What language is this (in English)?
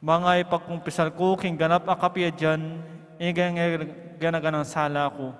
Pampanga